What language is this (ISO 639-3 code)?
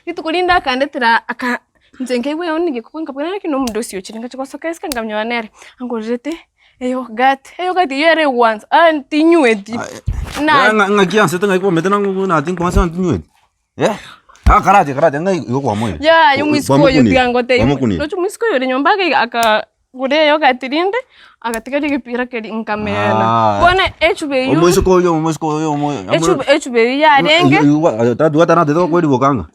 guz